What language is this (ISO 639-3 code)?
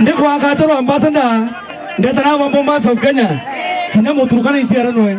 mer